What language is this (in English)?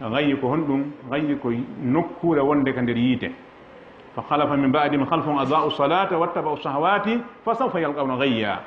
Fula